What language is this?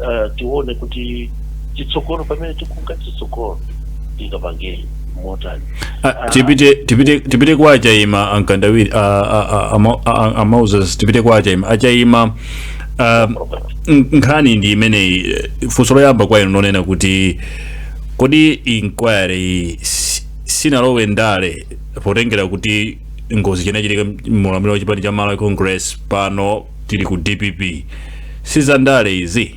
Nyanja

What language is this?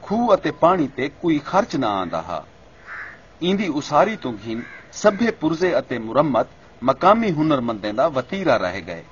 Saraiki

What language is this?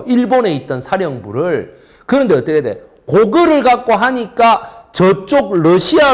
Korean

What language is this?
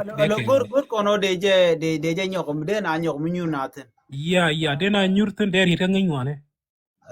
Nuer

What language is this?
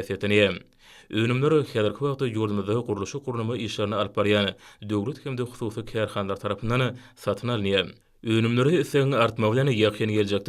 Turkmen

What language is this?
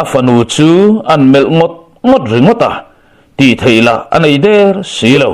Mizo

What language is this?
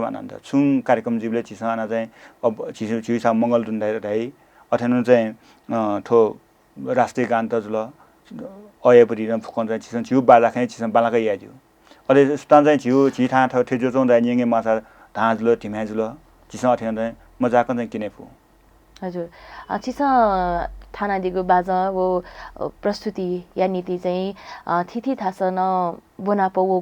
Newari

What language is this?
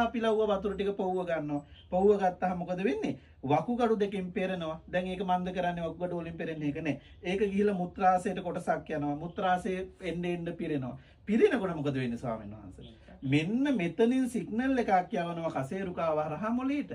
Sinhala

